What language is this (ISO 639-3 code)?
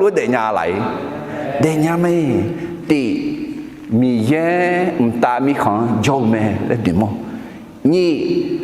ahk